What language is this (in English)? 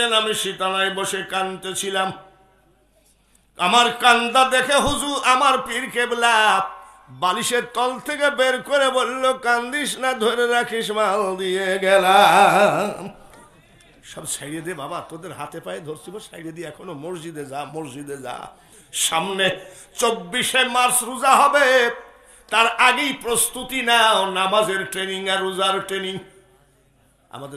Bangla